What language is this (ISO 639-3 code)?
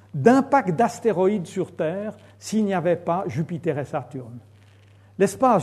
fra